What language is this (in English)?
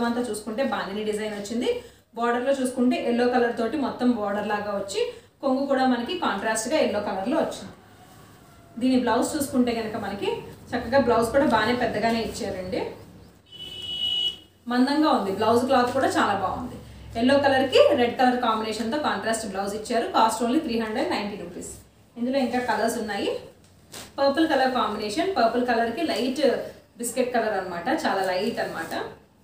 Telugu